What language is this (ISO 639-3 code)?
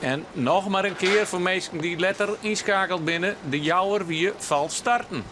fry